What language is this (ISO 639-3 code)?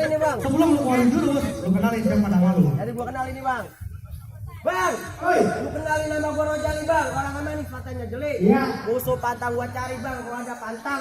bew